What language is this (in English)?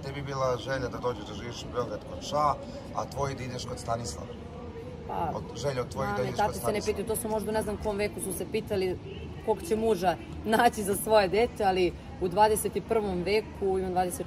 Serbian